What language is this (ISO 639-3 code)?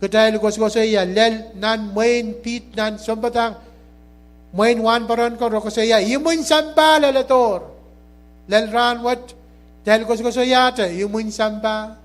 pon